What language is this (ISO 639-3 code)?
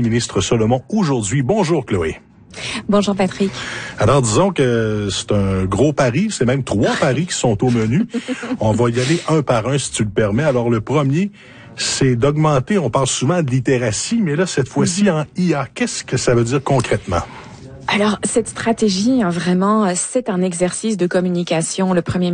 fra